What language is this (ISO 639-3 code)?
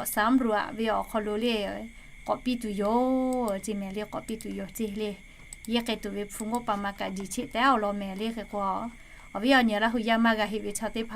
lhu